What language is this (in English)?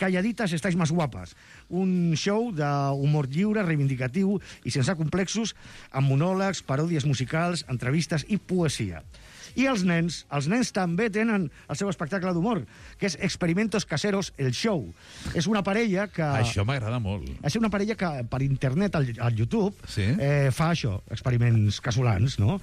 Catalan